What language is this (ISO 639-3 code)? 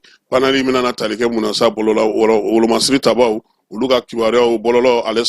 bam